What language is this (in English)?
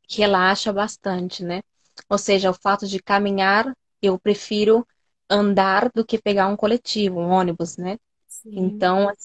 Portuguese